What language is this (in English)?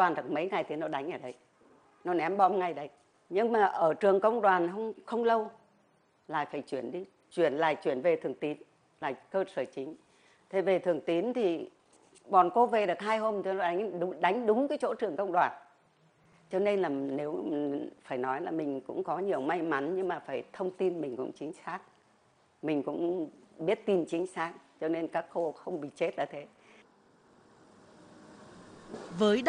Vietnamese